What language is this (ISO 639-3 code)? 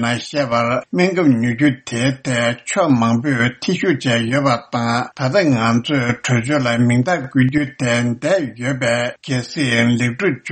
bod